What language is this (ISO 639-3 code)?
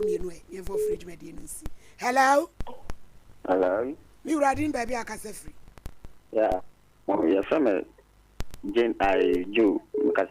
aka